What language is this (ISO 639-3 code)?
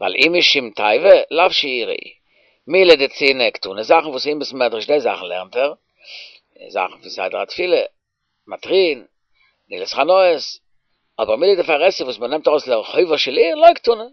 yid